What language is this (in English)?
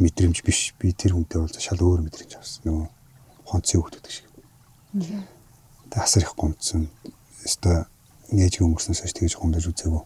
Mongolian